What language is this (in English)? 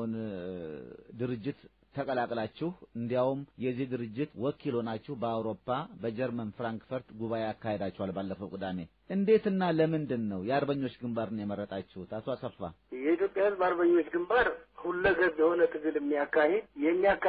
Amharic